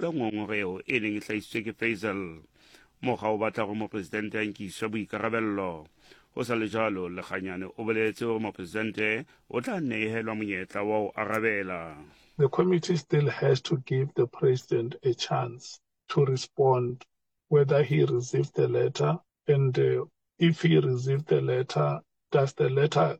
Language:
Southern Sotho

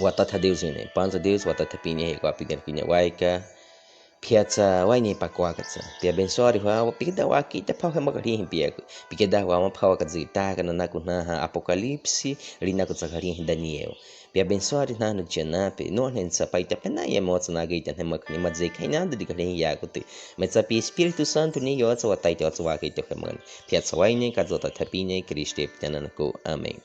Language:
Baniwa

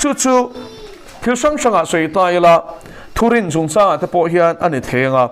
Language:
Mizo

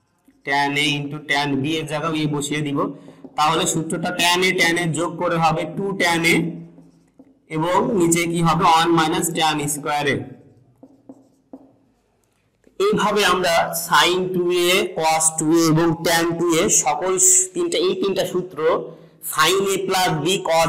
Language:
Bangla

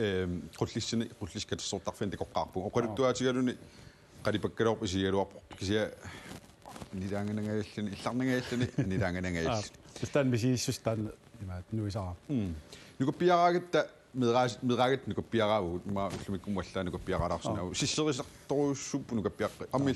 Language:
Kalaallisut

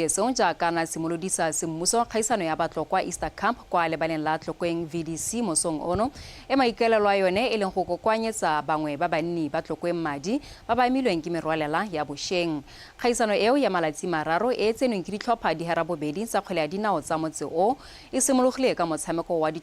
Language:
Tswana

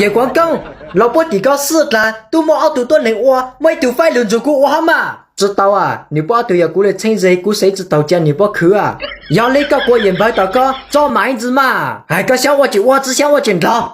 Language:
Hmong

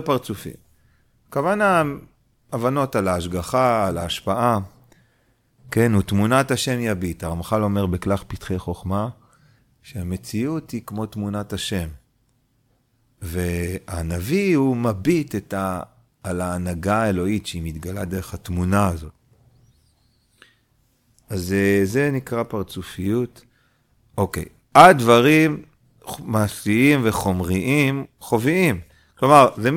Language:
Hebrew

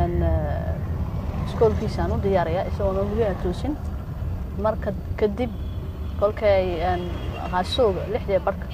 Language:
Somali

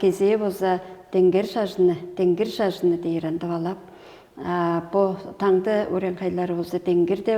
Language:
Tuvinian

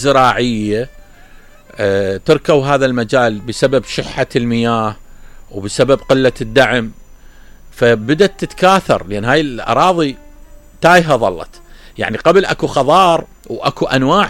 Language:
Mesopotamian Arabic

